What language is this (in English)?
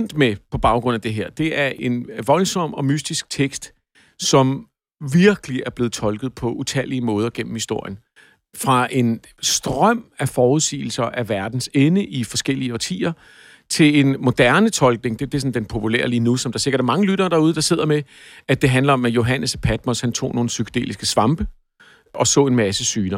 Danish